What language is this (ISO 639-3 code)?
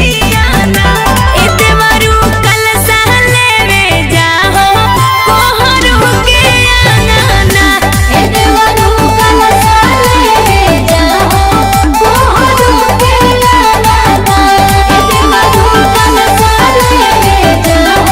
mag